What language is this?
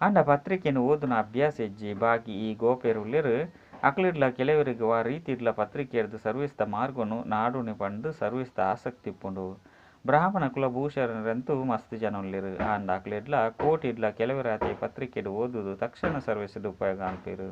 Tulu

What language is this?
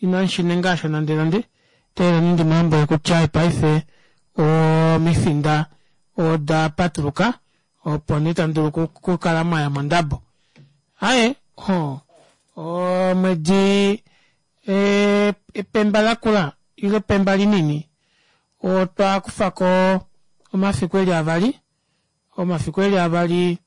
Kuanyama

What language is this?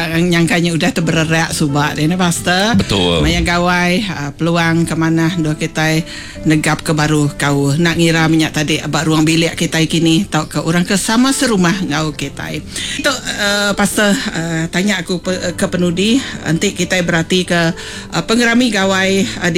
Iban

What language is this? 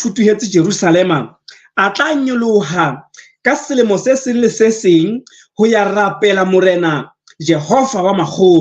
Southern Sotho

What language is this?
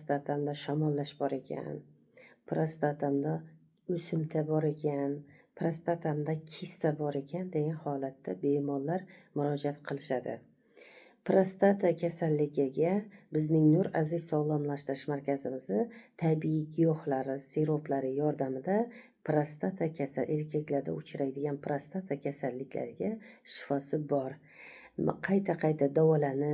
Uzbek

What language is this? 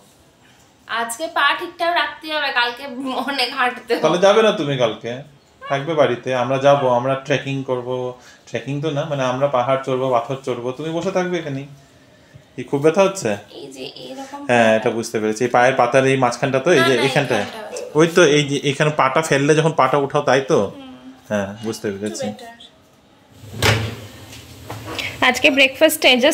Bangla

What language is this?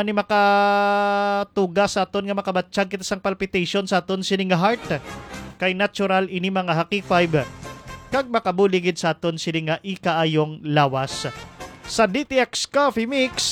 Hiligaynon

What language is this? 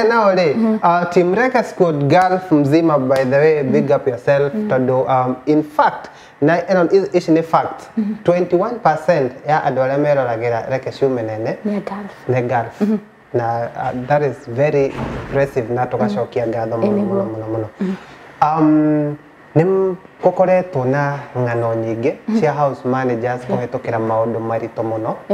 Kikuyu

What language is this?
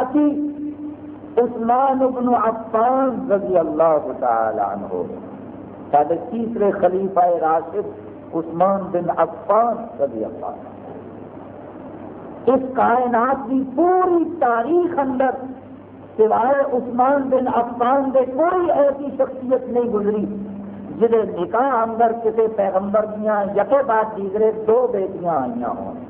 Urdu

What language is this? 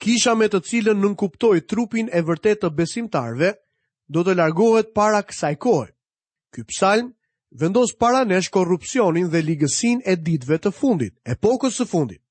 Albanian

